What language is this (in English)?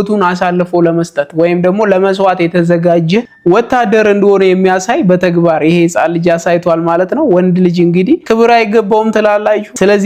Amharic